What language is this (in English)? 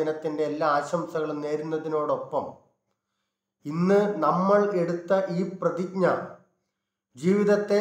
Malayalam